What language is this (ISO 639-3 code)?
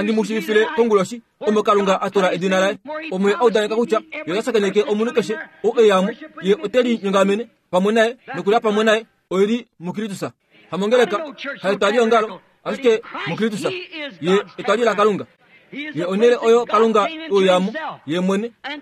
kua